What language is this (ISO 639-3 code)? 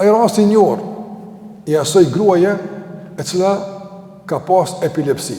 sqi